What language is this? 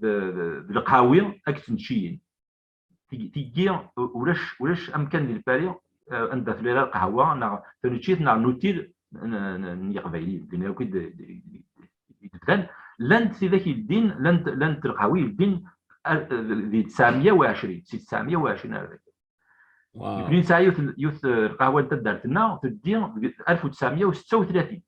Kabyle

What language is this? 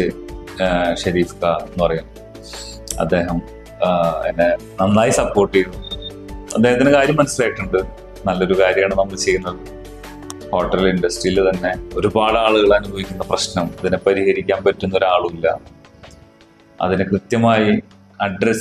Malayalam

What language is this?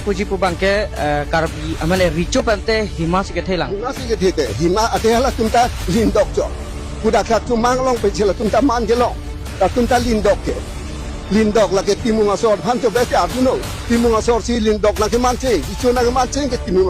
Karbi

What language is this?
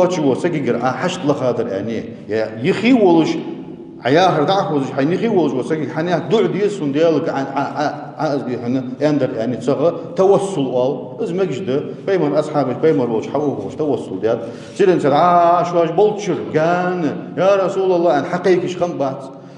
Ingush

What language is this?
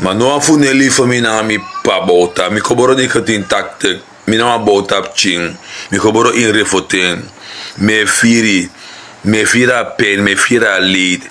Sranan Tongo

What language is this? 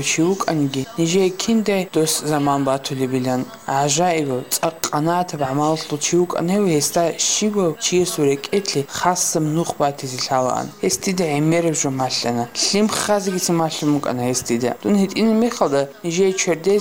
Avaric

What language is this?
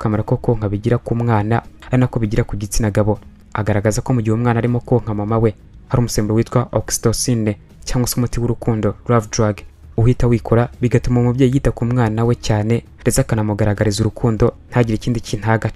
Kinyarwanda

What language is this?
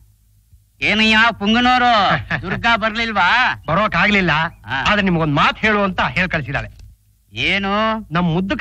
Kannada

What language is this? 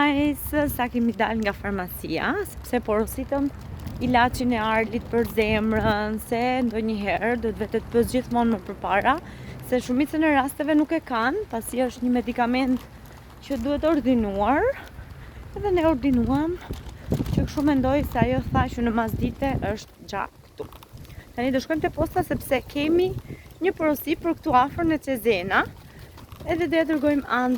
Albanian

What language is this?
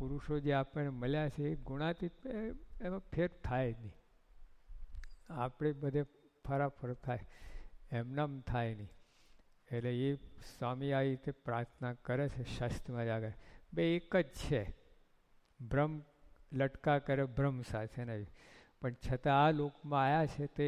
Gujarati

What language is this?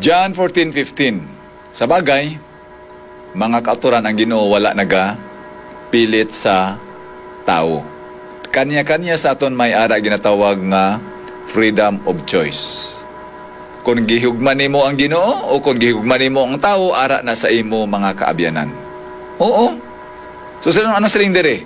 Hiligaynon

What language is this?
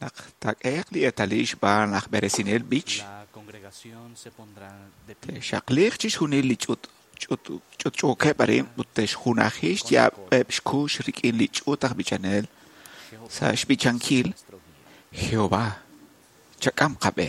Kekchí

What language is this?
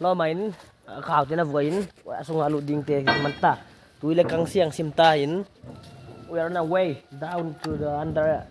Paite Chin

